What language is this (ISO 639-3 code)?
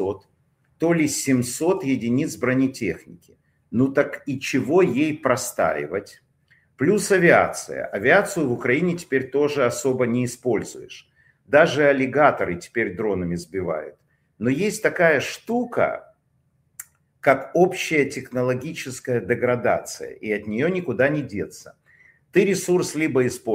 rus